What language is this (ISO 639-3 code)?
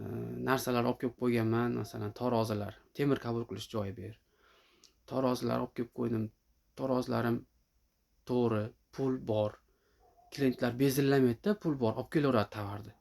uzb